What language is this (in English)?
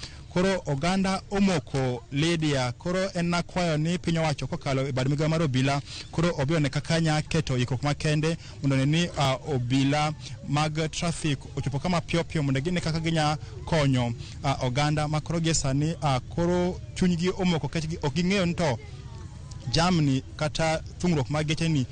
Luo (Kenya and Tanzania)